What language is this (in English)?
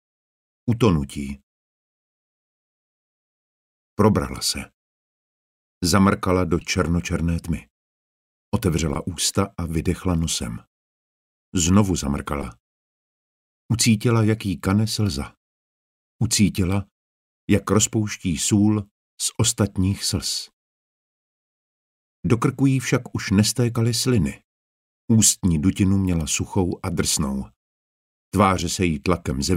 Czech